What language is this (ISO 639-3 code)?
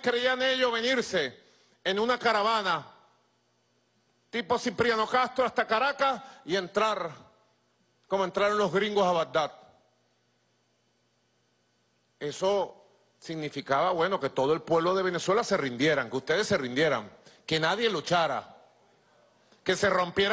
spa